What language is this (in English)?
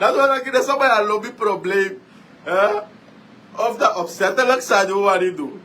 Sranan Tongo